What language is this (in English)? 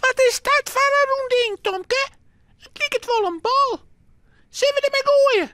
Western Frisian